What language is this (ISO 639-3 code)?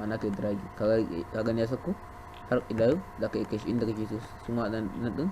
hau